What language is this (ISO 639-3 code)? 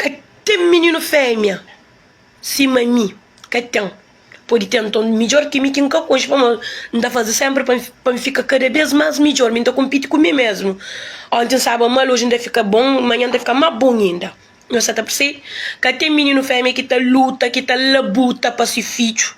kea